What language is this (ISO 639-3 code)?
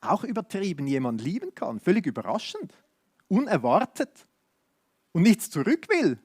gsw